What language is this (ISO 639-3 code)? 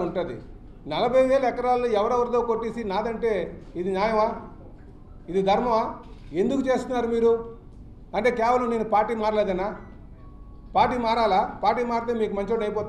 tel